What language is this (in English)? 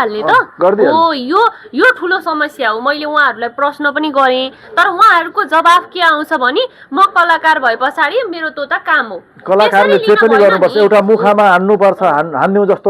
Nepali